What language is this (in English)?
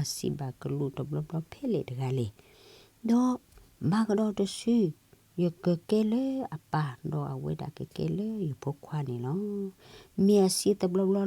S'gaw Karen